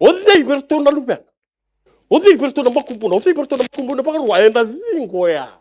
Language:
Fijian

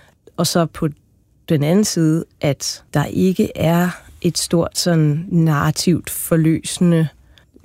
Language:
Danish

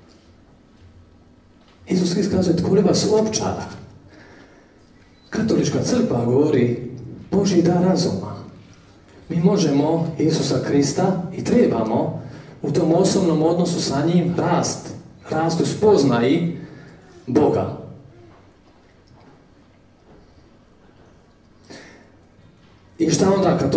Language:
Croatian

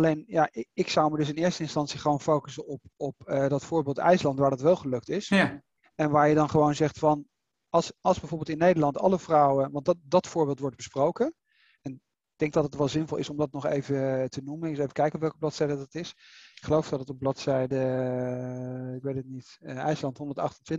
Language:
Dutch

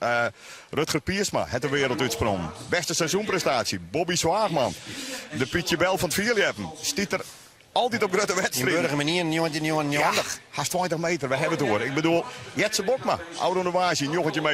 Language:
Western Frisian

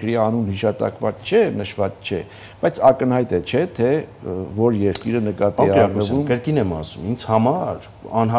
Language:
Armenian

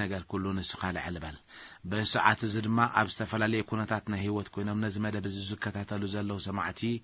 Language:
Tigrinya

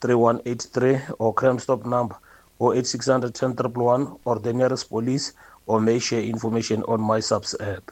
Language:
Northern Sotho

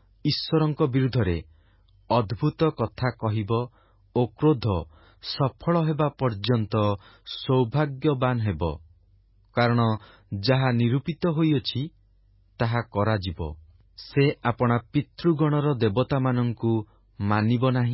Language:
Odia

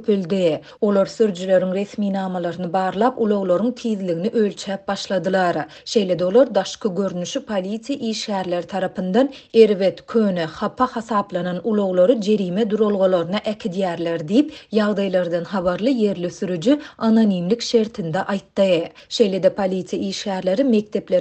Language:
Turkmen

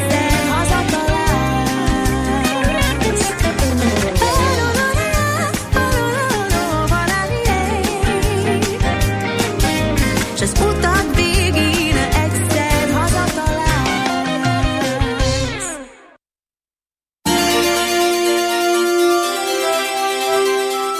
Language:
Hungarian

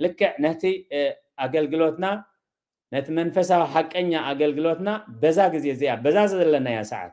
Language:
Tigrinya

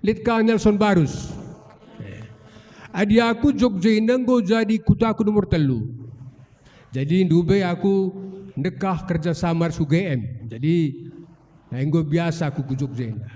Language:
Batak Karo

